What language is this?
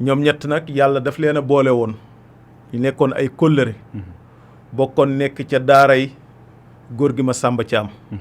Wolof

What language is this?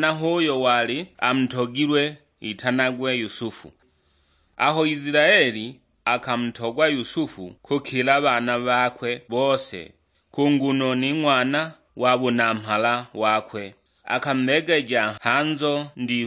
Sukuma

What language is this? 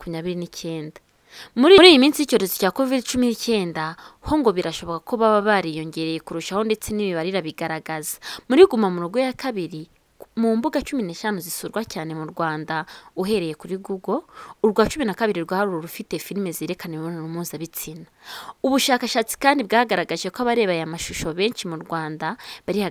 Kinyarwanda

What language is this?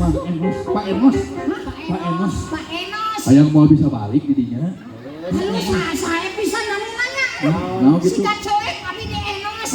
Sundanese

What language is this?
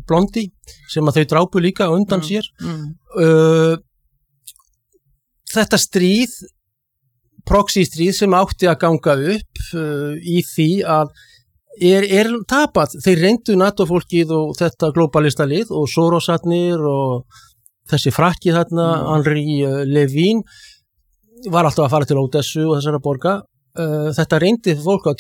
Icelandic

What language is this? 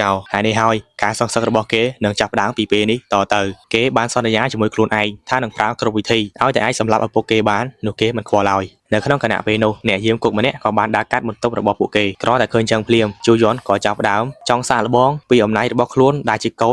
Khmer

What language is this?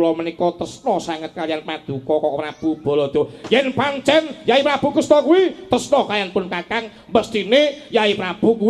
Javanese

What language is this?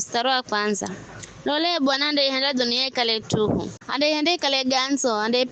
Giryama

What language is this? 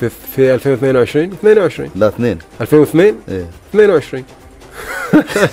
Gulf Arabic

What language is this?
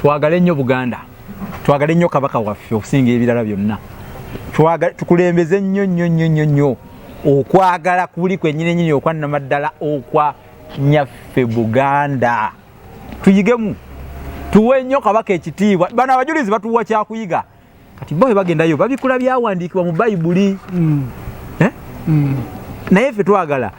Ganda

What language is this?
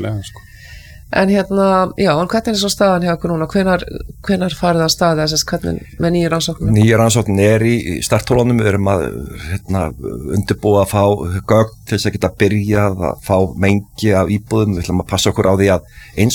Icelandic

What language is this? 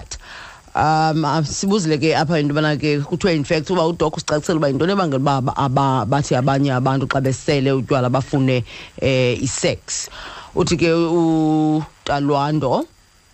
Xhosa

